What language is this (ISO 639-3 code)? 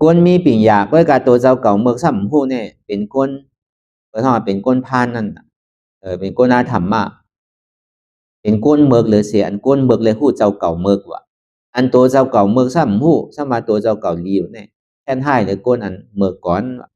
shn